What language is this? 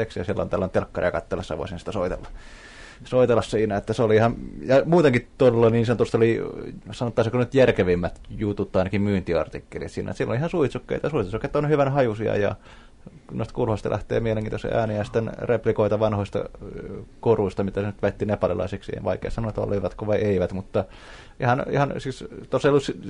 Finnish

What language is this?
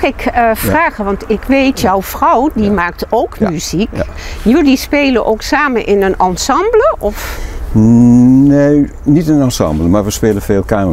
Dutch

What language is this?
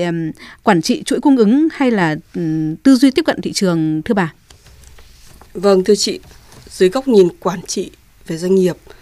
Vietnamese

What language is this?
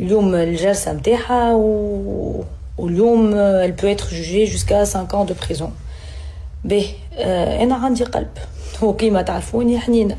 Tunisian Arabic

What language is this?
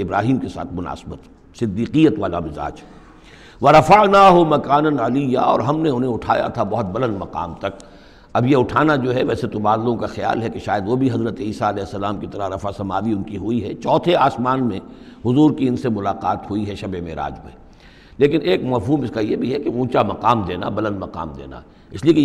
Urdu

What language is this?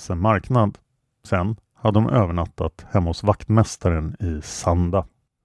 Swedish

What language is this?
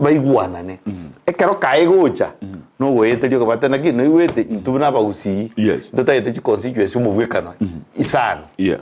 Gusii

